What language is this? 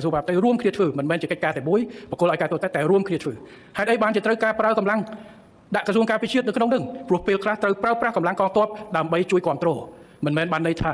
Khmer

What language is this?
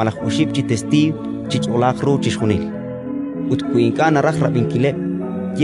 Kekchí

